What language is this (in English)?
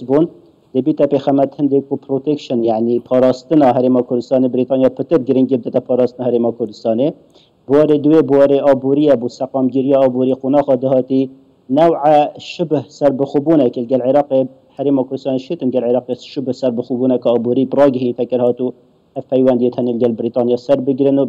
Kurdish